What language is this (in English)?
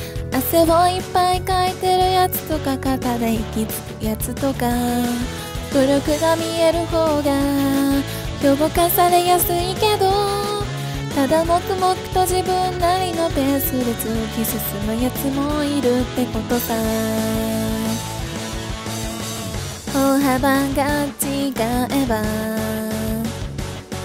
Japanese